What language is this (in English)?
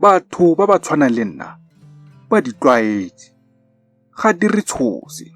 Tswana